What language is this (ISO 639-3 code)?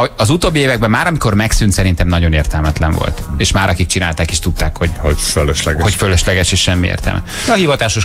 hun